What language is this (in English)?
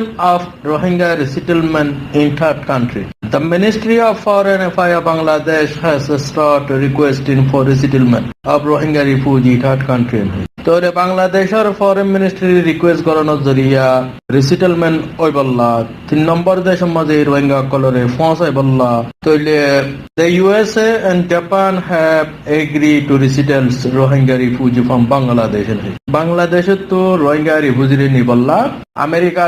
Rohingya